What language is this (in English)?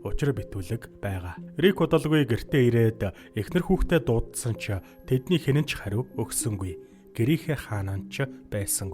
Mongolian